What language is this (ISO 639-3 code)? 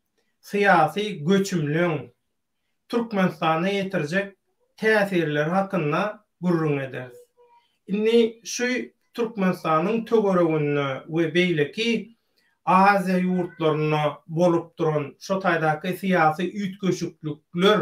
tuk